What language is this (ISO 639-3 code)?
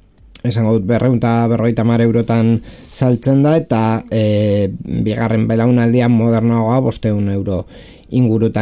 eus